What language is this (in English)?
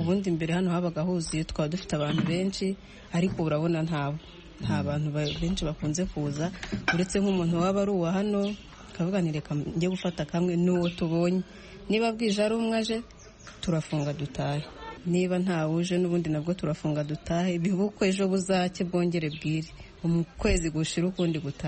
Kinyarwanda